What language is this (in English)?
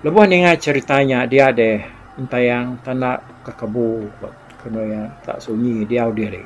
Iban